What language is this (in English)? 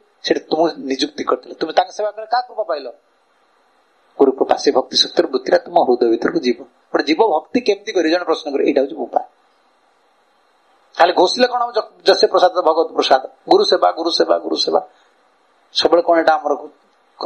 Odia